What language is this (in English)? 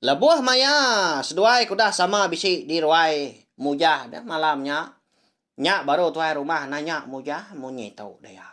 Iban